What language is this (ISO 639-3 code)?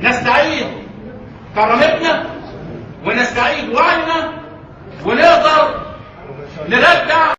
arz